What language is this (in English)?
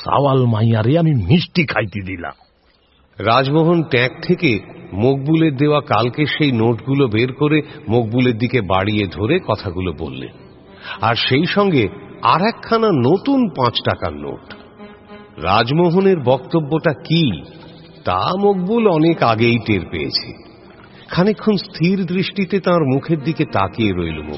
Bangla